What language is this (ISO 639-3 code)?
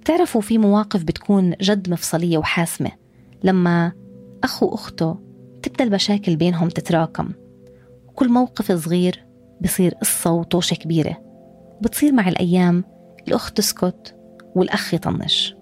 apc